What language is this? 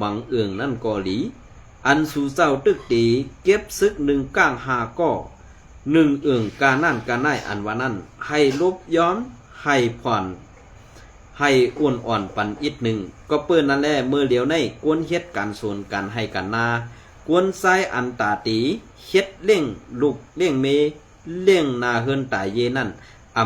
Shan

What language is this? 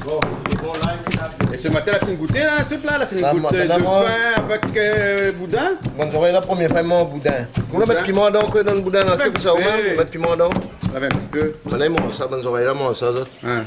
Réunion Creole French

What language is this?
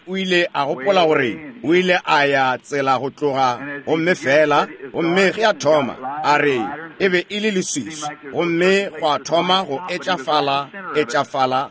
Northern Sotho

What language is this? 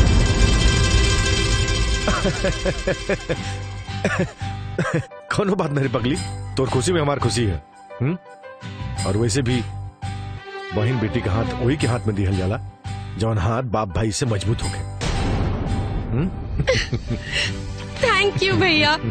Bhojpuri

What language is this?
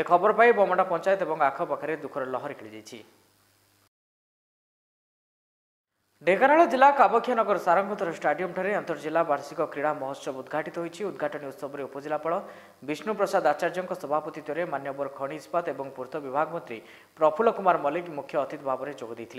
Odia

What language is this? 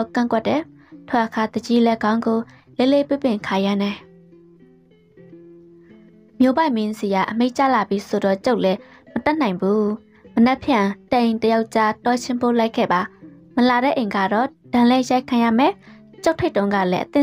Burmese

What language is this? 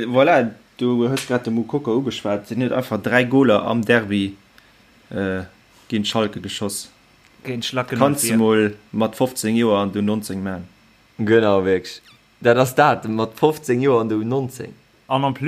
Luxembourgish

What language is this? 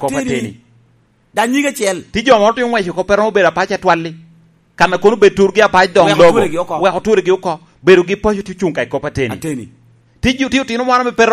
Lango (Uganda)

